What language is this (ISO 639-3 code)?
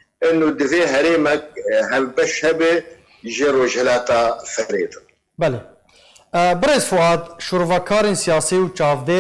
kur